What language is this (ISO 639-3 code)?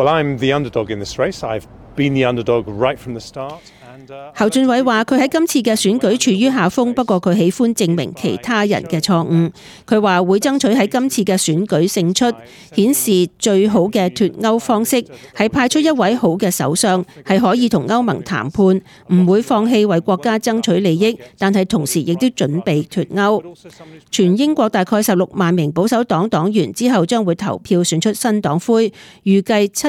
yue